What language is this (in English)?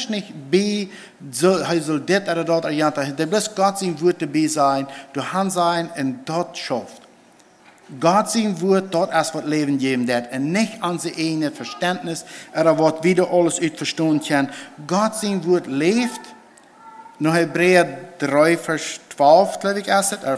Plautdietsch